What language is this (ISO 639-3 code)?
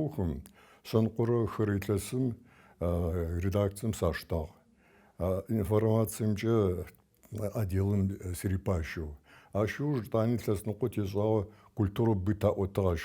ady